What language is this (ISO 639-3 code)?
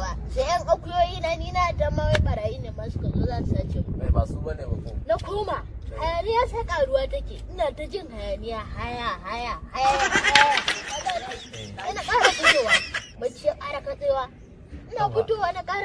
hau